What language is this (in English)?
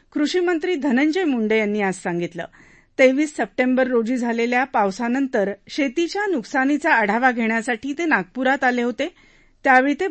Marathi